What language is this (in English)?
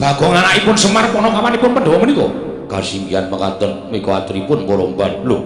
Javanese